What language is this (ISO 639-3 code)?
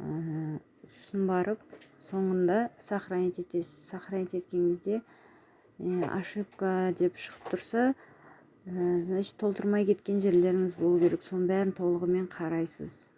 kaz